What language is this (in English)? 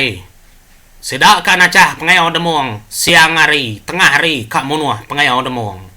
Iban